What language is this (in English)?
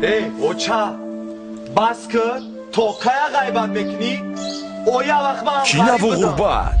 Tajik